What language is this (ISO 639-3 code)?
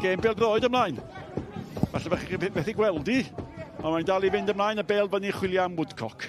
cym